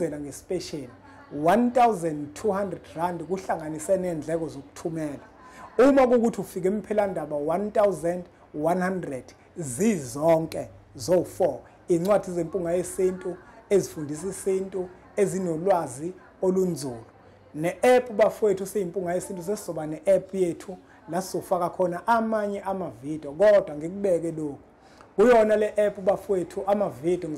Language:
Zulu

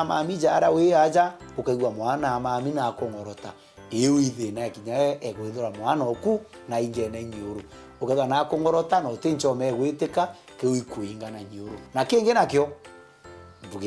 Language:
Meru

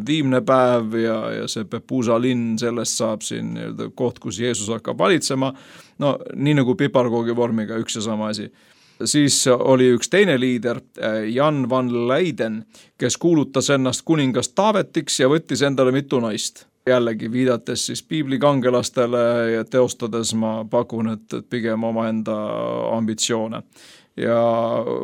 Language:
Estonian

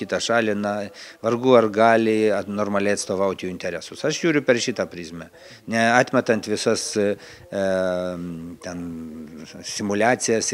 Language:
Lithuanian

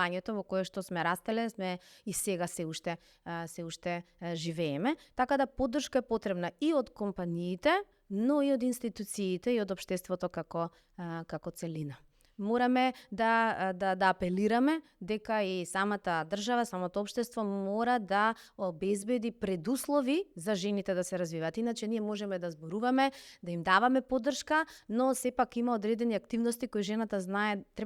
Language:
Macedonian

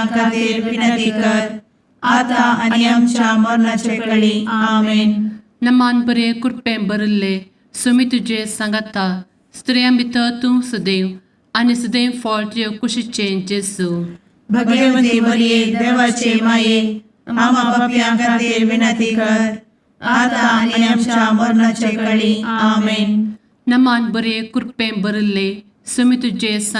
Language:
Konkani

